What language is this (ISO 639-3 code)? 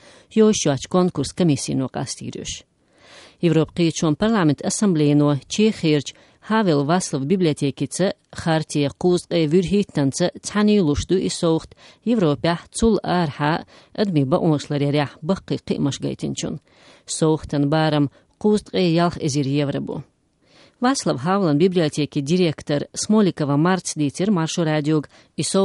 che